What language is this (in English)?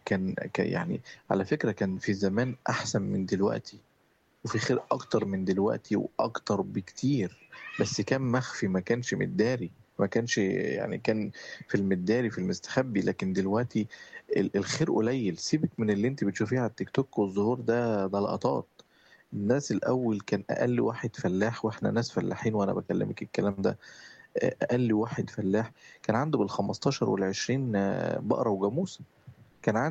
Egyptian Arabic